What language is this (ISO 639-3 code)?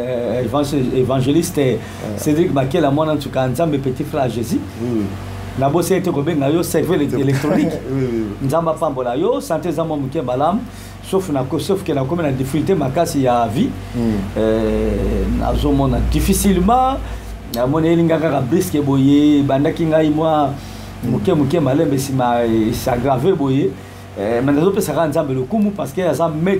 lin